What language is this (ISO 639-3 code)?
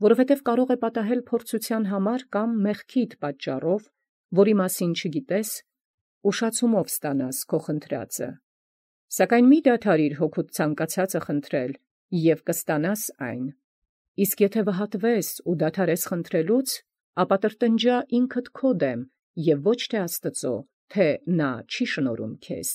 hye